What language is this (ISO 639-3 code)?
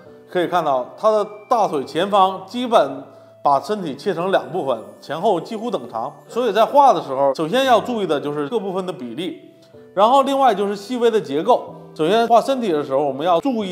zho